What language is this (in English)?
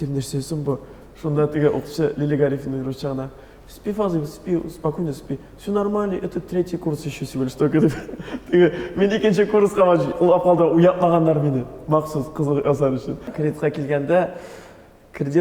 Tatar